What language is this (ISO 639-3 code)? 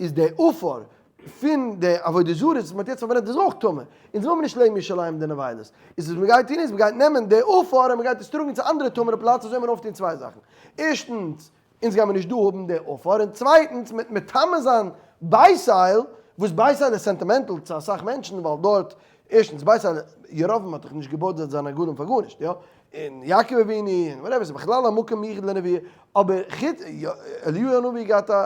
yid